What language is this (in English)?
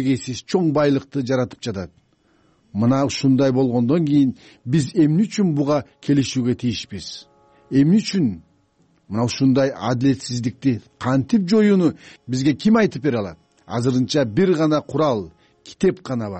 Kyrgyz